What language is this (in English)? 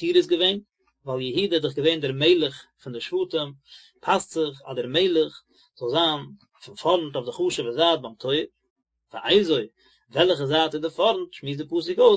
Yiddish